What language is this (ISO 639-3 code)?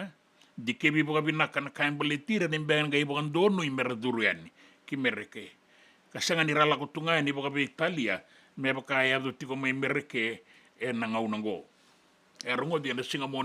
fij